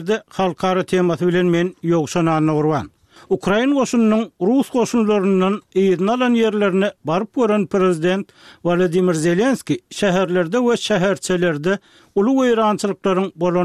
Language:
Turkmen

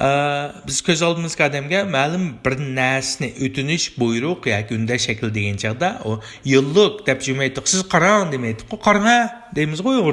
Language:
Uyghur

